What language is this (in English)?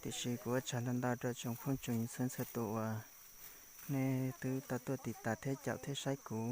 Hmong